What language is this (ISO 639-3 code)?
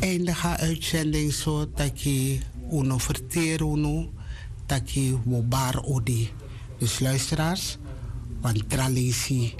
srn